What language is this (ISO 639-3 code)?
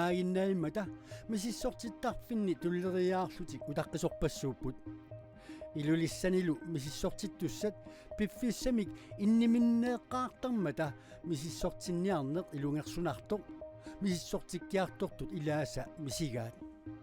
kal